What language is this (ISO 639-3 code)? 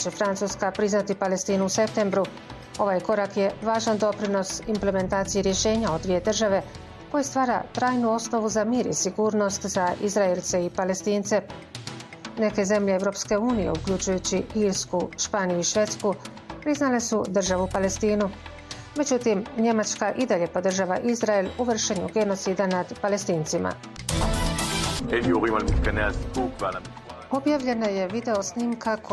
bos